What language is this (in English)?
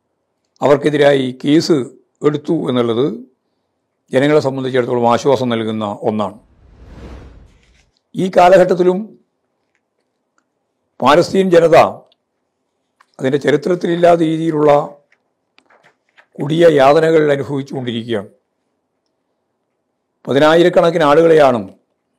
Malayalam